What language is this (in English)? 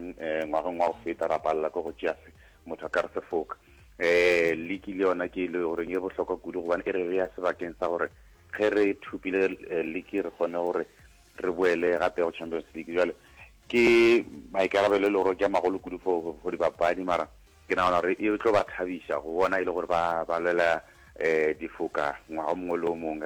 Northern Sotho